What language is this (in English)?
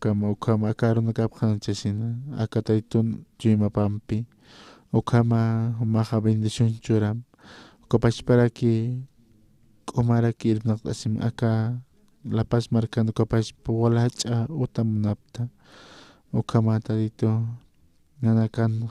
Aymara